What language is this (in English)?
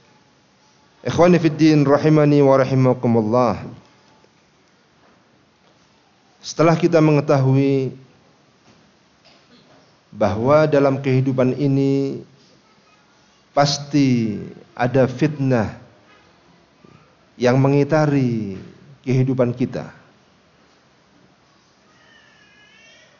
Indonesian